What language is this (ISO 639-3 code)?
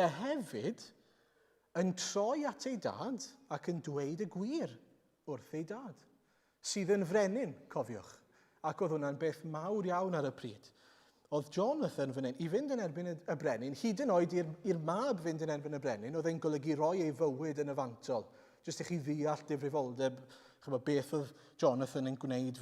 cym